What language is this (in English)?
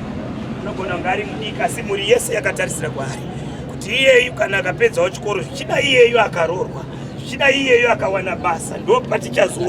Shona